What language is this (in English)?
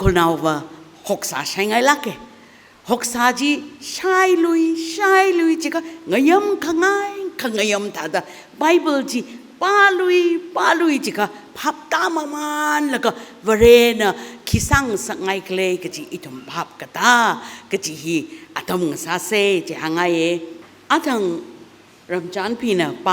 Tangkhul Naga (India)